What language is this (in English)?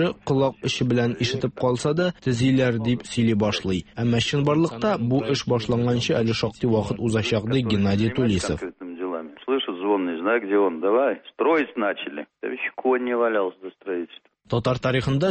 Tatar